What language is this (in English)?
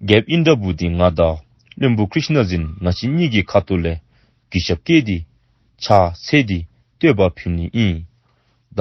Dzongkha